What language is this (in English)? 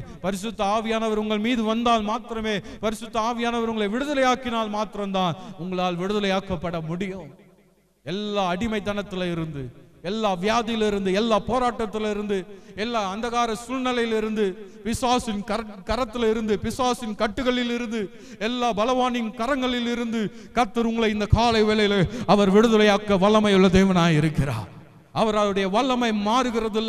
Tamil